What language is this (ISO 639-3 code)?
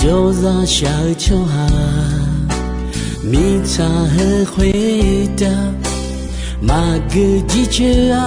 ahk